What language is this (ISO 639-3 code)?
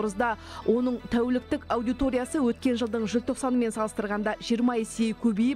kaz